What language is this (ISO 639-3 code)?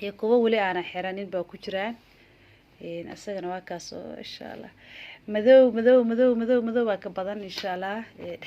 som